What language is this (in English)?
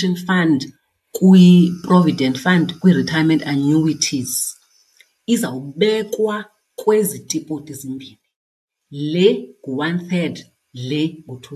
Xhosa